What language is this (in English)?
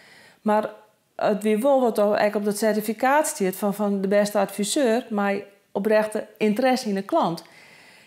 Western Frisian